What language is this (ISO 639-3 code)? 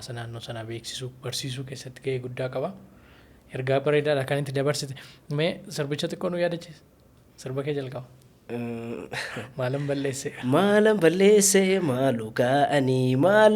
orm